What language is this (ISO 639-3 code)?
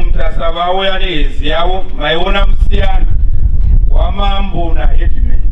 sna